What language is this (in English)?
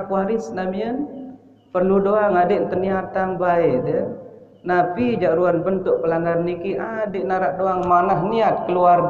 Sasak